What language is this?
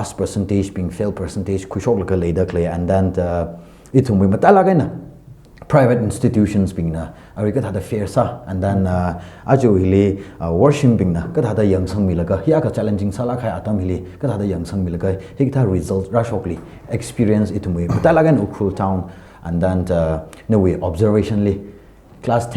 Tangkhul Naga (India)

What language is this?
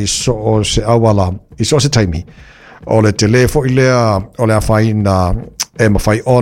Samoan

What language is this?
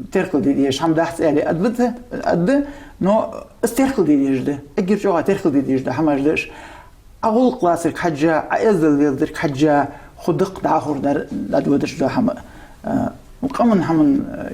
Ingush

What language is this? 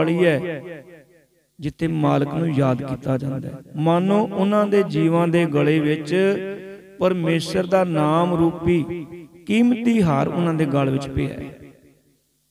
Punjabi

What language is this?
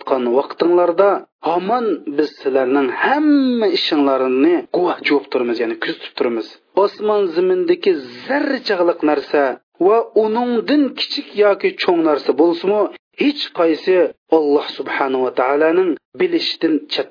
Uyghur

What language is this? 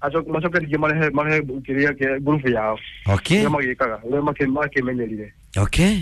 Kikuyu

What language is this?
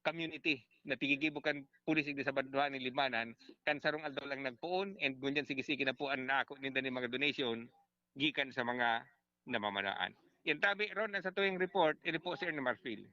Bikol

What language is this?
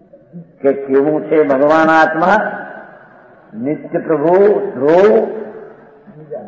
Gujarati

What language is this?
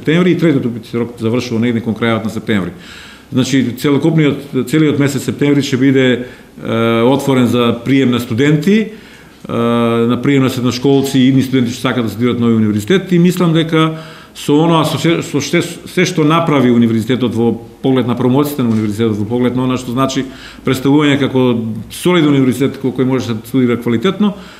Macedonian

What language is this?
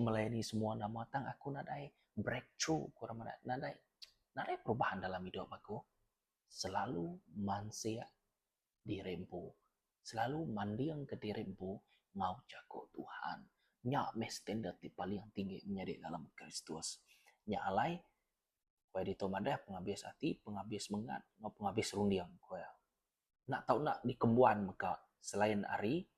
Iban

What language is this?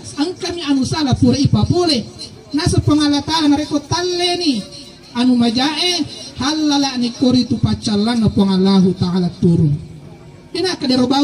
Buginese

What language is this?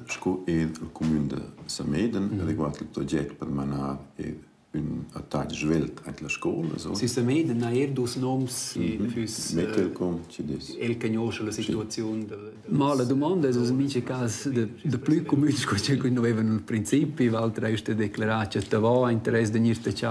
Romansh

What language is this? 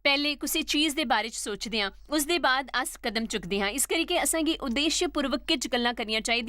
Dogri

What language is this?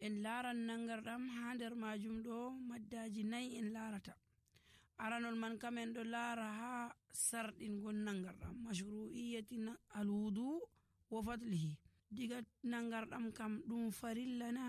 Nigerian Fulfulde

